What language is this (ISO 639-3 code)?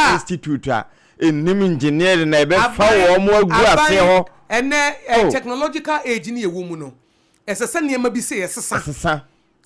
aka